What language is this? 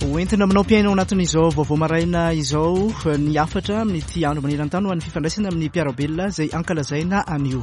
Malagasy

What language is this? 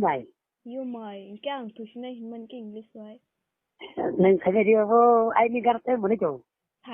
Kok Borok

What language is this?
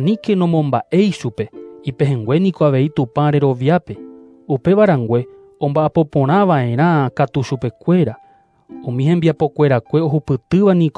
Guarani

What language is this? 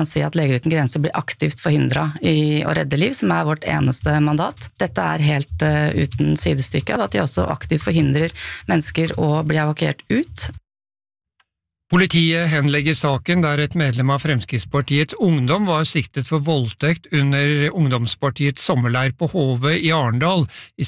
Norwegian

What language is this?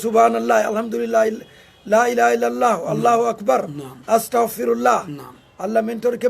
Fula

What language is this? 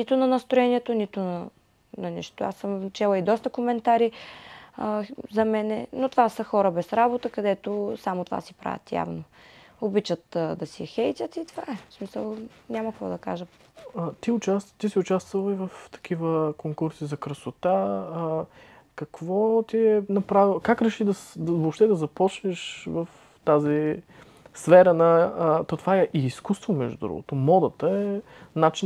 Bulgarian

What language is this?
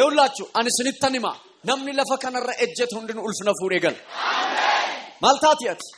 Oromo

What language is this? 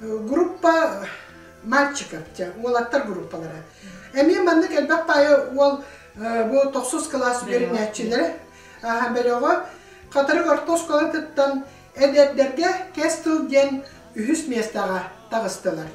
Yakut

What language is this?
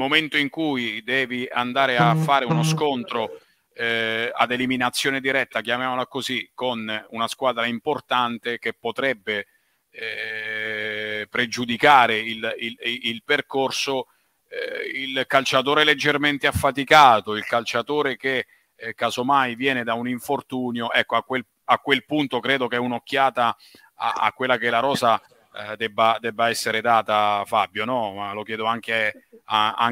Italian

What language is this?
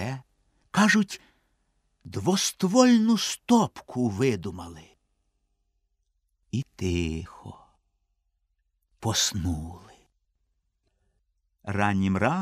Ukrainian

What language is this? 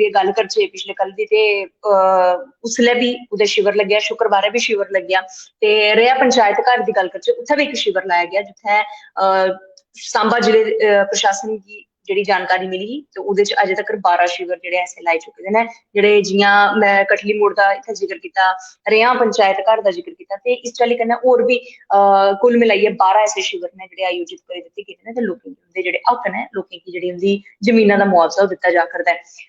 Dogri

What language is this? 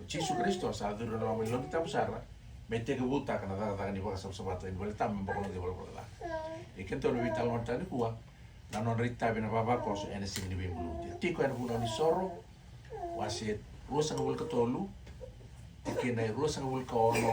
Fijian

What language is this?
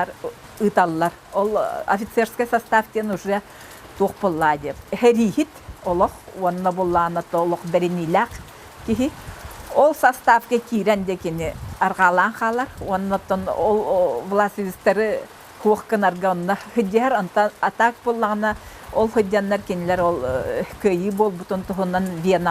Yakut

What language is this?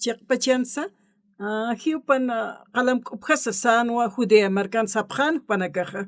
Aymara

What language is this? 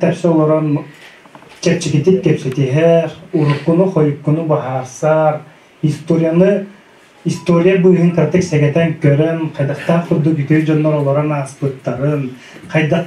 Yakut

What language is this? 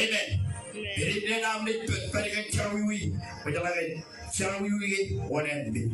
Marshallese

